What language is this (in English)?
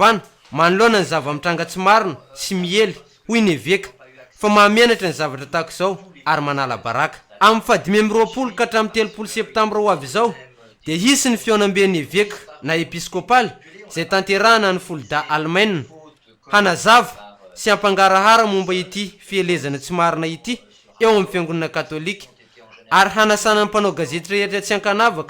Malagasy